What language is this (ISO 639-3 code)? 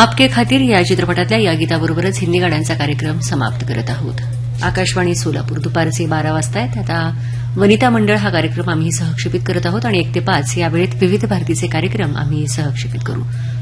mar